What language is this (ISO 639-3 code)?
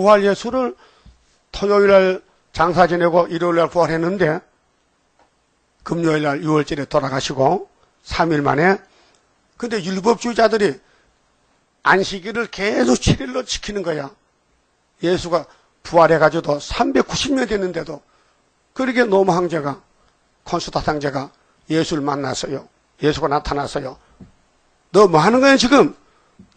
kor